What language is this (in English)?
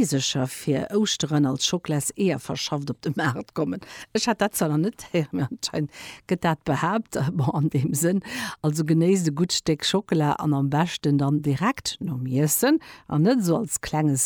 Luxembourgish